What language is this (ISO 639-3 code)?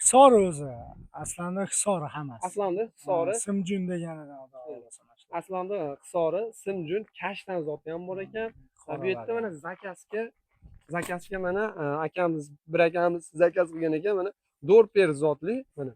uzb